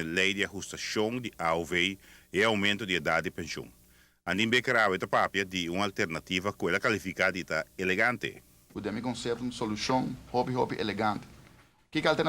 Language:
Papiamento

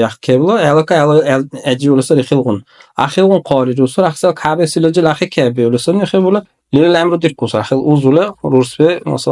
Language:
Dargwa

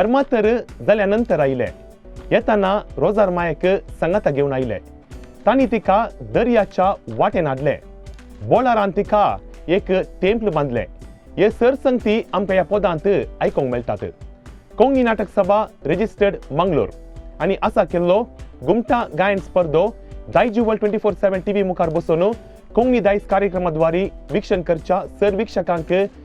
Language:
Konkani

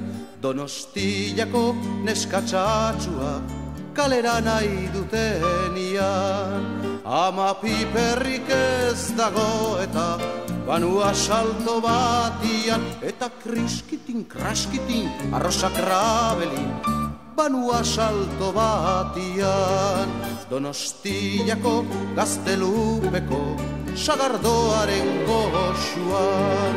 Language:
Basque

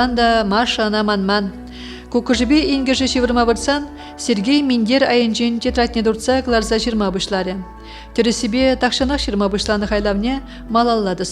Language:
Chuvash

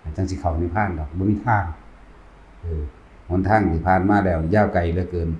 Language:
Lao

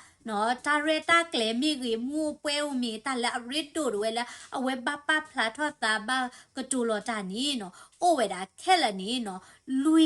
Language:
S'gaw Karen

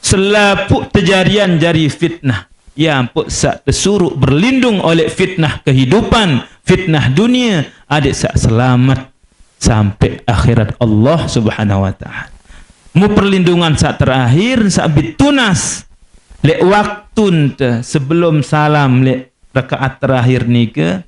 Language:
Sasak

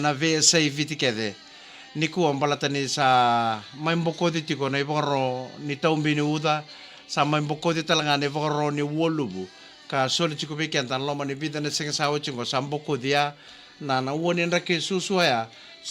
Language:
Fijian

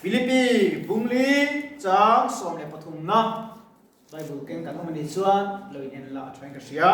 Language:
Mizo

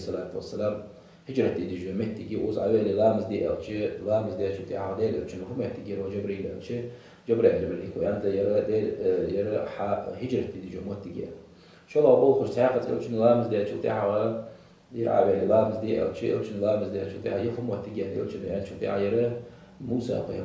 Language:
Ingush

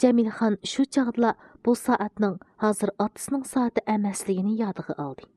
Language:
Uyghur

